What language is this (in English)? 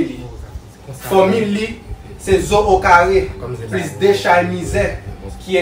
Haitian Creole